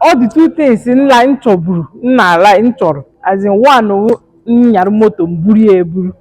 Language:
Igbo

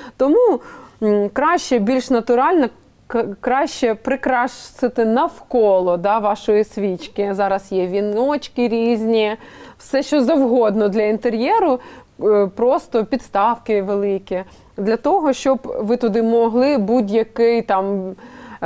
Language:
Ukrainian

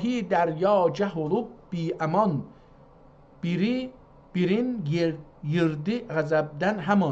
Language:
South Azerbaijani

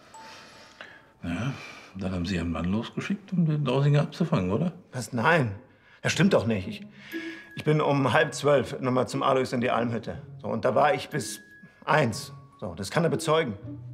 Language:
German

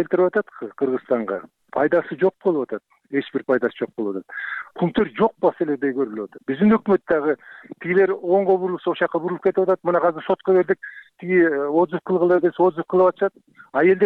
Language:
Kyrgyz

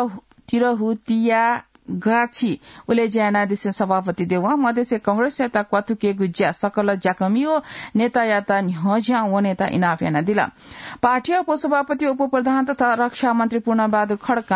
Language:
Newari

